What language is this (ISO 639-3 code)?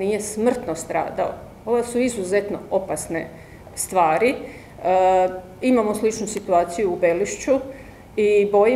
hrv